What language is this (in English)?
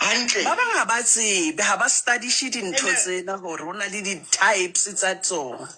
Southern Sotho